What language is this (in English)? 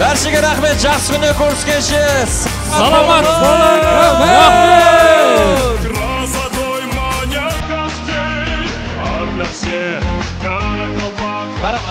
Kara-Kalpak